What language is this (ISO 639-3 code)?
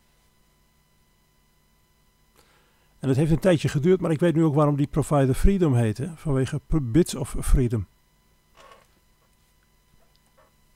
nld